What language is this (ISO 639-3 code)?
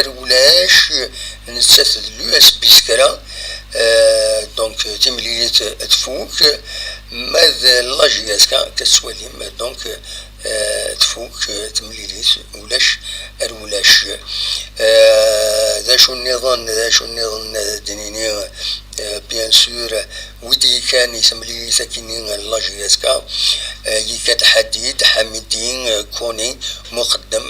kab